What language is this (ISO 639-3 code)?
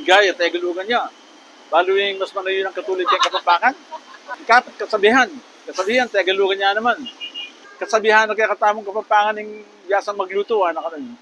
pam